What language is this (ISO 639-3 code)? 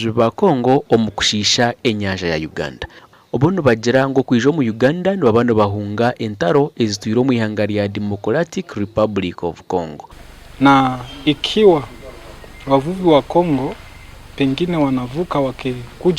nyn